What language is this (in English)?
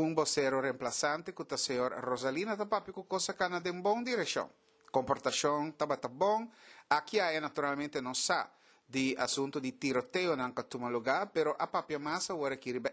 Papiamento